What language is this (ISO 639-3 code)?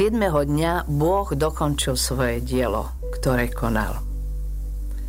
slk